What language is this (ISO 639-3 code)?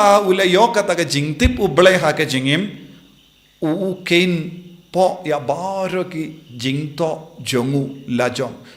kha